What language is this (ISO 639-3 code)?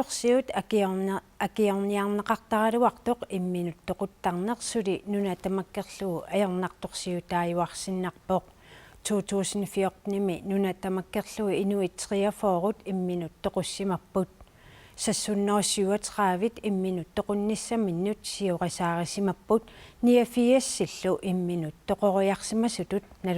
kal